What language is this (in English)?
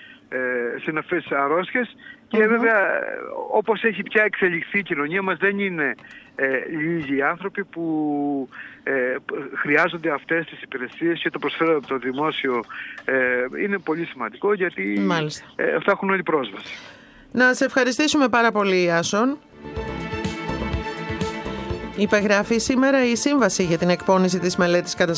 Greek